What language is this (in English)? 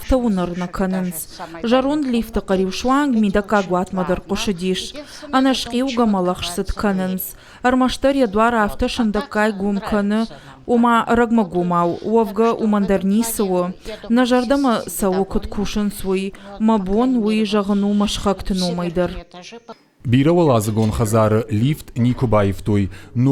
Ossetic